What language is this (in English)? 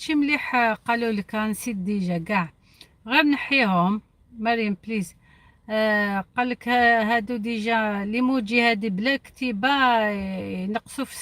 Algerian Arabic